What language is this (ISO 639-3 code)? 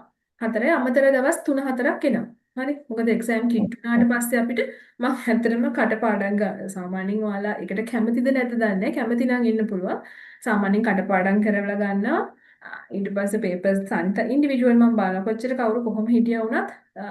sin